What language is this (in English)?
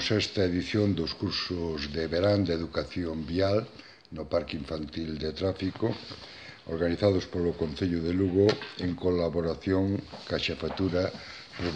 Galician